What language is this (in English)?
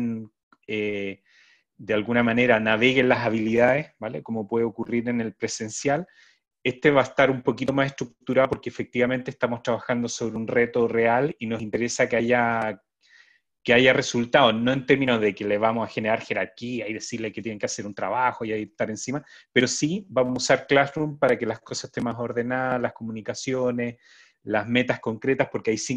Spanish